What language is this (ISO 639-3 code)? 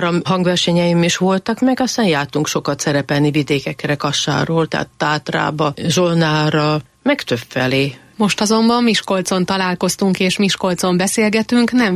hun